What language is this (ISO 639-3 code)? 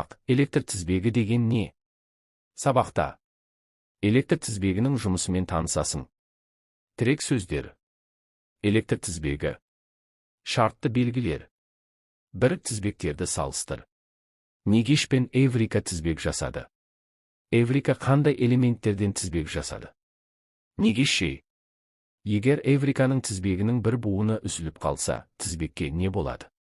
kaz